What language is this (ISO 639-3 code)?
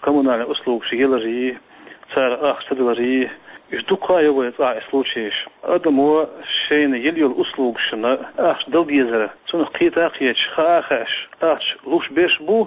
che